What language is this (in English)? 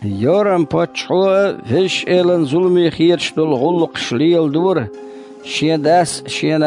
Chechen